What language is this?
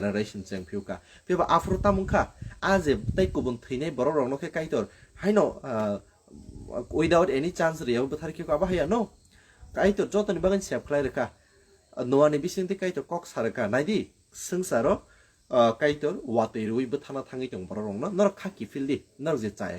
Kok Borok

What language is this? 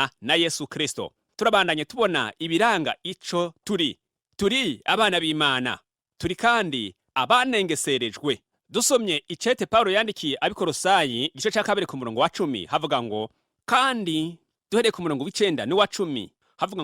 Rundi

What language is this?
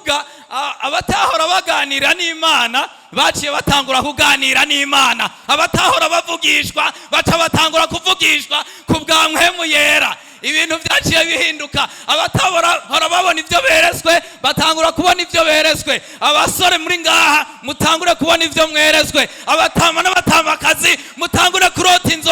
Rundi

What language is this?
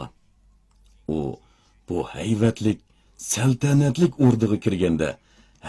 Uyghur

